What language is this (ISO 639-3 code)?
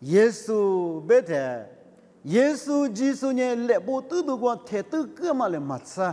lis